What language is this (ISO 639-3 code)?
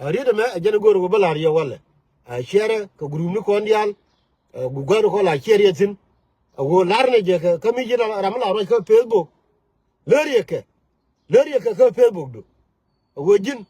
nus